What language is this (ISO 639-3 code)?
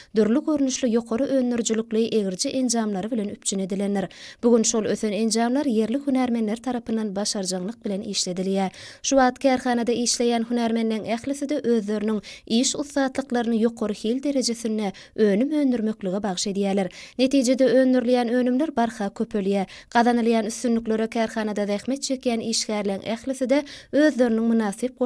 tuk